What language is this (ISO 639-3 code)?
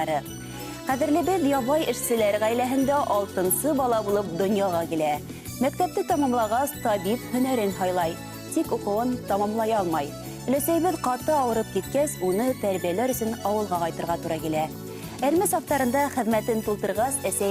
bak